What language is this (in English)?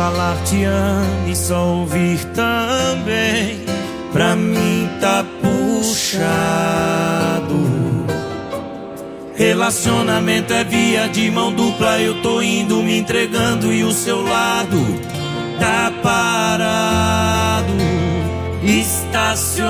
Portuguese